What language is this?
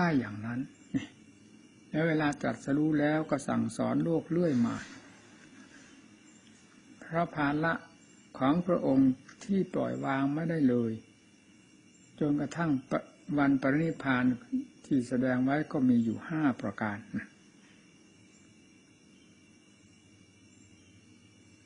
Thai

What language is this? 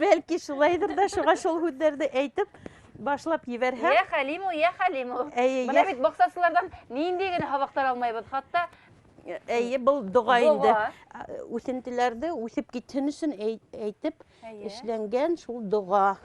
Bashkir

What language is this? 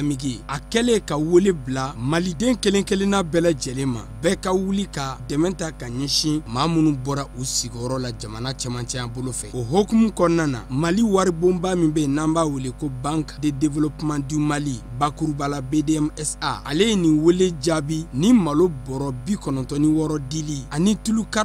Bambara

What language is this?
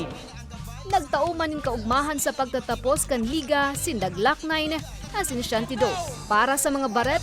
Bikol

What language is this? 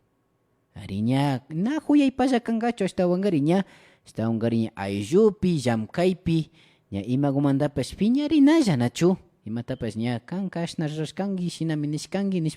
Imbabura Highland Quichua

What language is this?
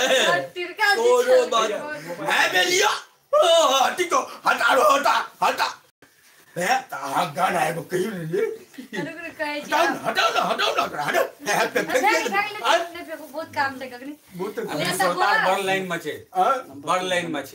Maithili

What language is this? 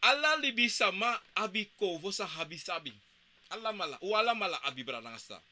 Sranan Tongo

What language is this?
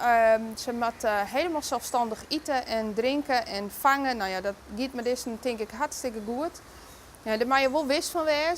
Western Frisian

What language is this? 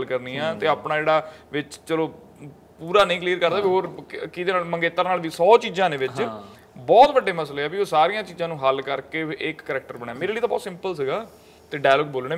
Punjabi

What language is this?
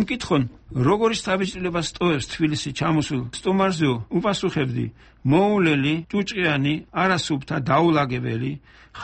Georgian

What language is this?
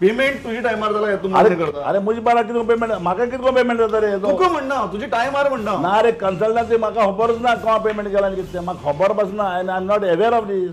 Konkani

